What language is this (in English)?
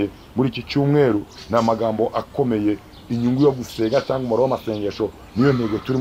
Kinyarwanda